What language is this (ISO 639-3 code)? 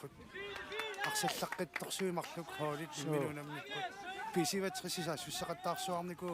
kal